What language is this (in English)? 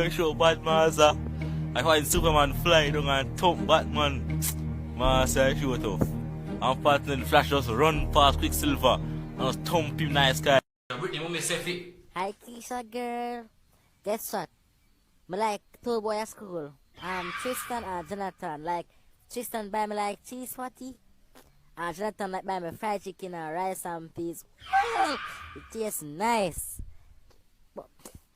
Jamaican Creole English